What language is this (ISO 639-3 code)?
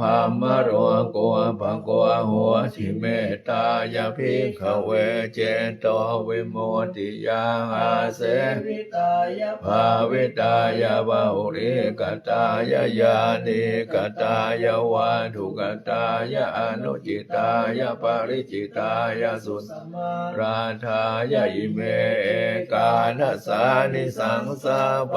pli